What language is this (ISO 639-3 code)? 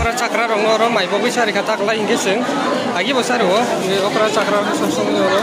trp